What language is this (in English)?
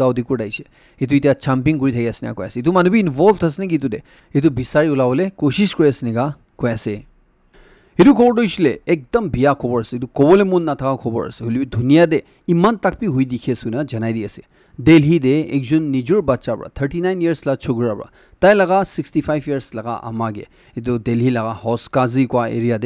Naga Pidgin